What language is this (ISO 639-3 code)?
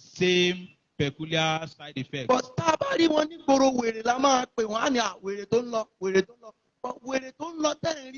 yor